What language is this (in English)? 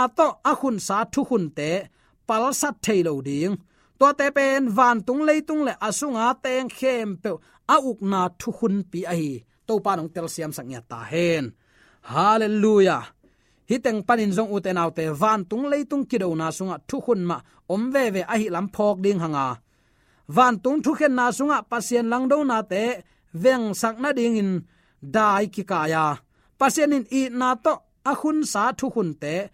Tedim Chin